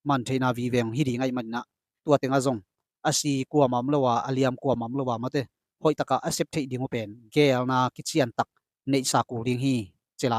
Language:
Tedim Chin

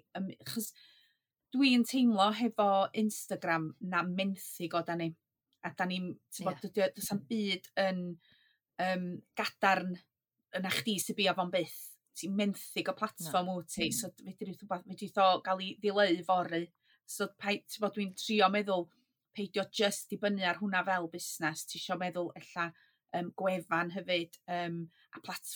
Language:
Welsh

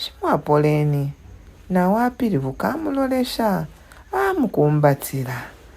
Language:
Bemba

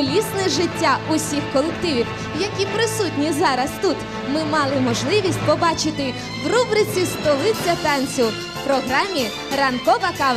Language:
Ukrainian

